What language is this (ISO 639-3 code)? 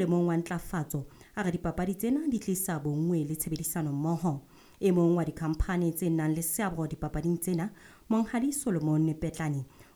sot